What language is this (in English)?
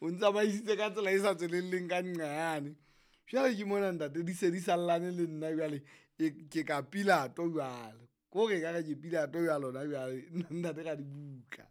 Southern Sotho